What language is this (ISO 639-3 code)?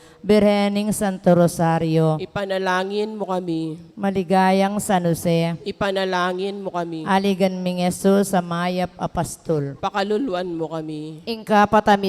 pam